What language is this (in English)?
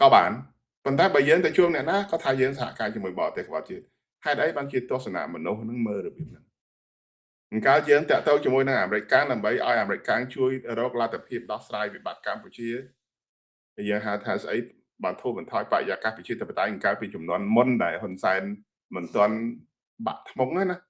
Khmer